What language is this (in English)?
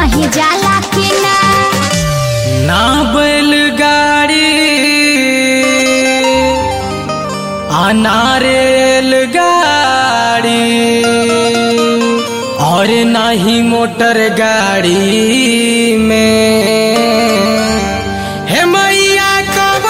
Bhojpuri